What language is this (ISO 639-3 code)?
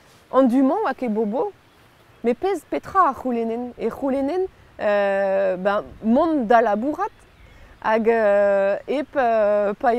bre